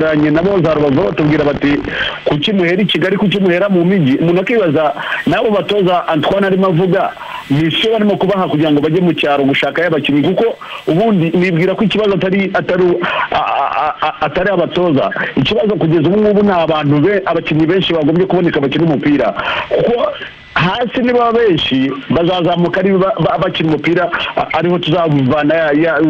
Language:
Kinyarwanda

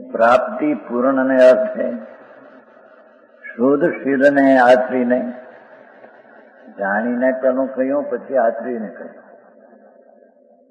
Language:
Gujarati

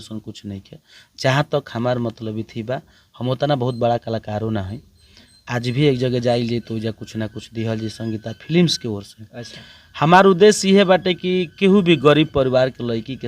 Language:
Bhojpuri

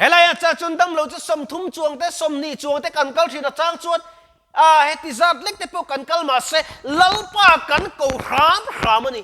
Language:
Mizo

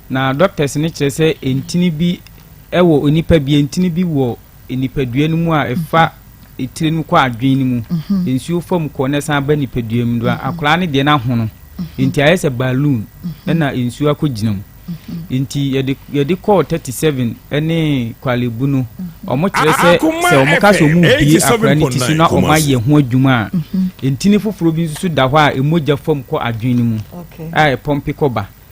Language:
Akan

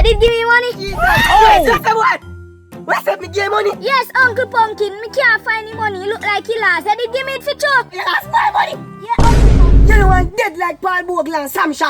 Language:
Jamaican Creole English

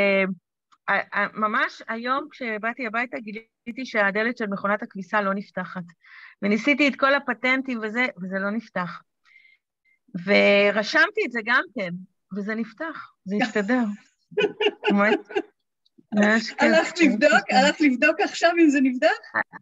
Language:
Hebrew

